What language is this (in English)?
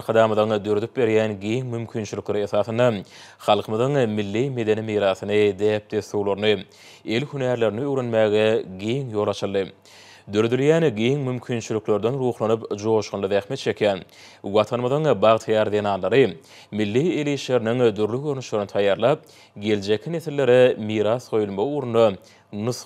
Turkmen